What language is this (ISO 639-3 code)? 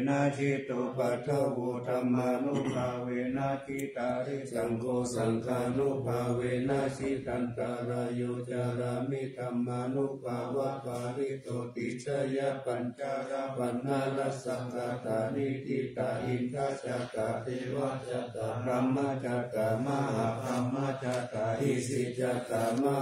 pli